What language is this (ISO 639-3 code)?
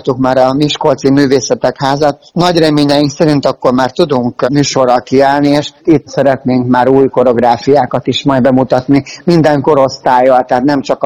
hun